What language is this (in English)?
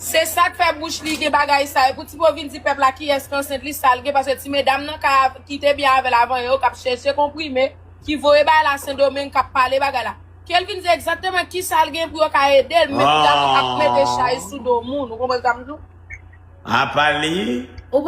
Haitian Creole